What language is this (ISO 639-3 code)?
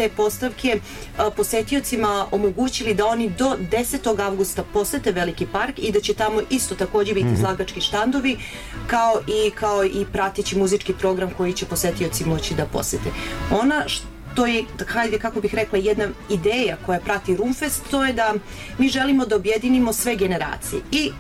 srp